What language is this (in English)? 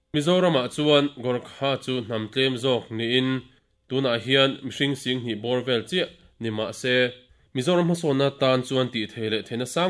Mizo